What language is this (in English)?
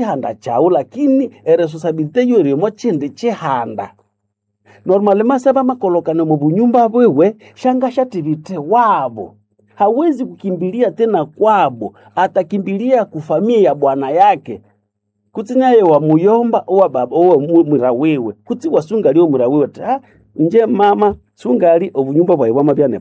Nande